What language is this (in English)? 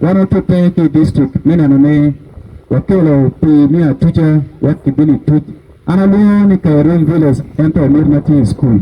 Acoli